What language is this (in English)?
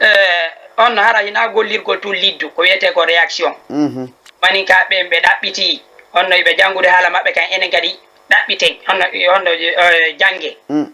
Fula